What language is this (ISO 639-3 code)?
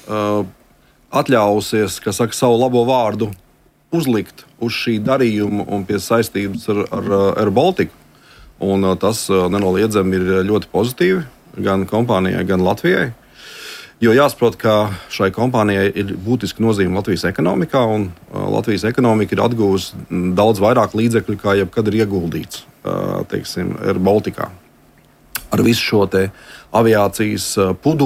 lav